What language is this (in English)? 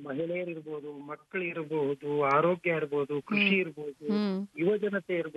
Kannada